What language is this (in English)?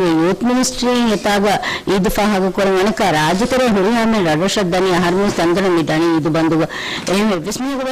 Divehi